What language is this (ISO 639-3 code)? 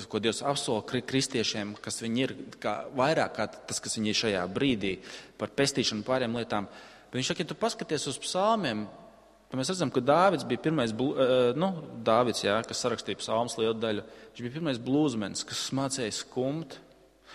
lav